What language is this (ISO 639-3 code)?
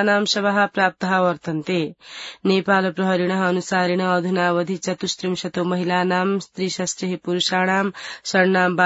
san